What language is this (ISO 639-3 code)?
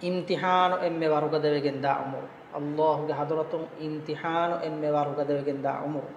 div